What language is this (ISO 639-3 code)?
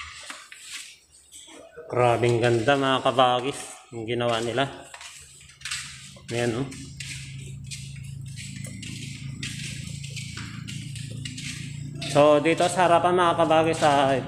fil